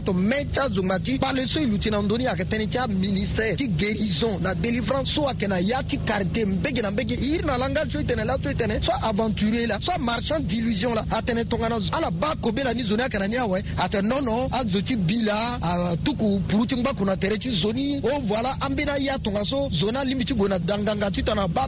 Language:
Sango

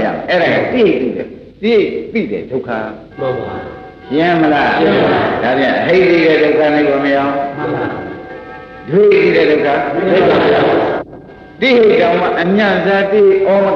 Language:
Burmese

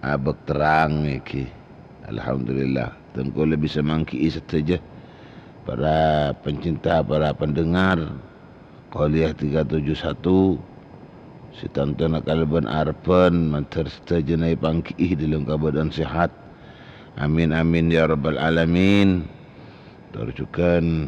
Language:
Madurese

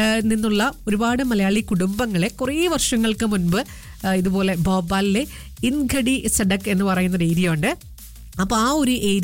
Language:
Malayalam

